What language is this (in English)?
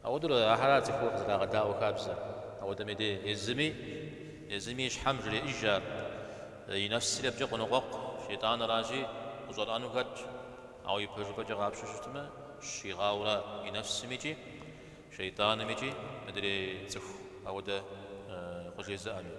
Kabardian